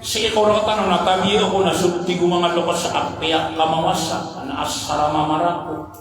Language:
Maranao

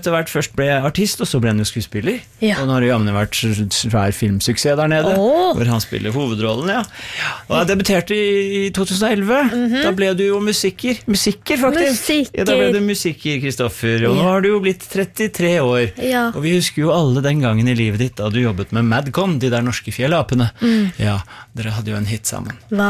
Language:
Norwegian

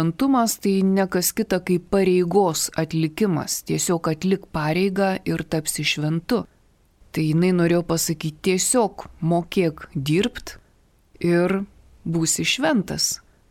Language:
Lithuanian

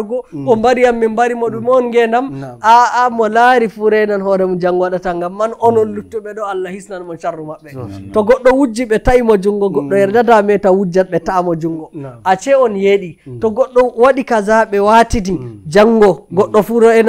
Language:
Nigerian Fulfulde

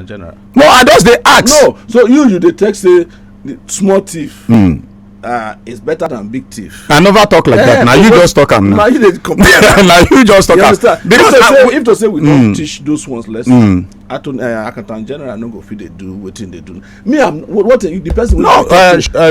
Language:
Nigerian Pidgin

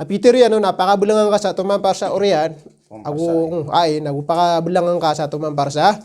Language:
Maranao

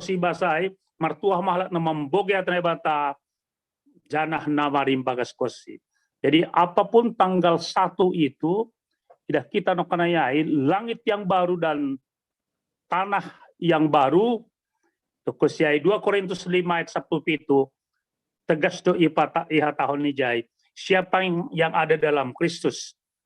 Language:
Batak Simalungun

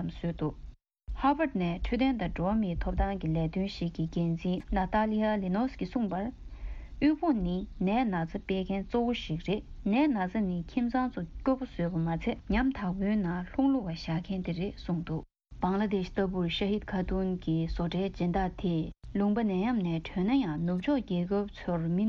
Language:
Tibetan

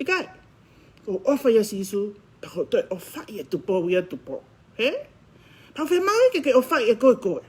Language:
Tongan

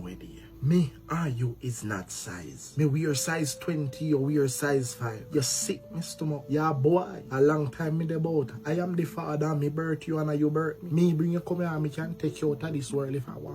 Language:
Jamaican Creole English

